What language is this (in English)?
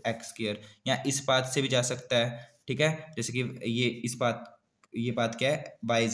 Hindi